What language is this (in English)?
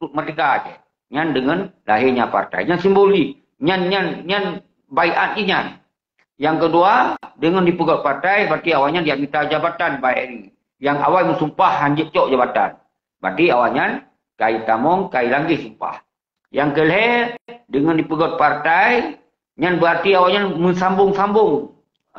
Achinese